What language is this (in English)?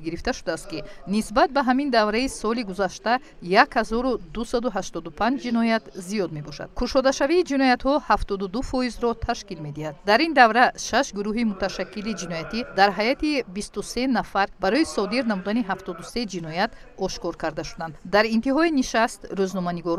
Tajik